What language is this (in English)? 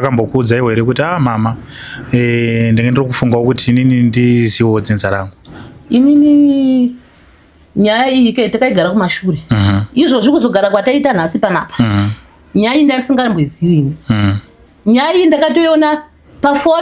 Shona